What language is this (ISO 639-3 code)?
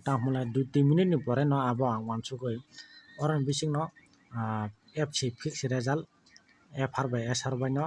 trp